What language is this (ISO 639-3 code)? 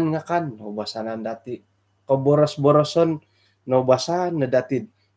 dtp